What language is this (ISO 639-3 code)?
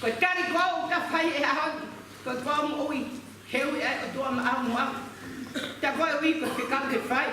ton